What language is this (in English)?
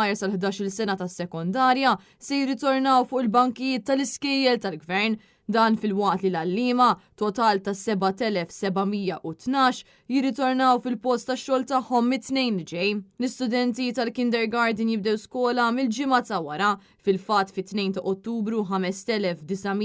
Maltese